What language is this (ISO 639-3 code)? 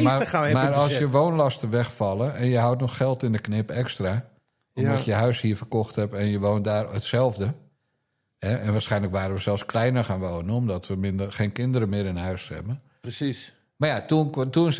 nld